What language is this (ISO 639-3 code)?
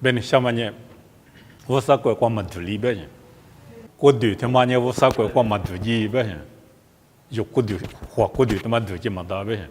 lis